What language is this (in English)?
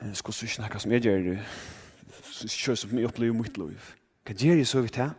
Faroese